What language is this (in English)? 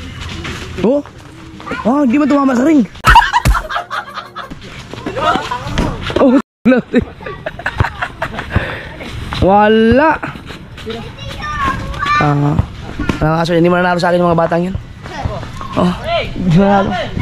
Filipino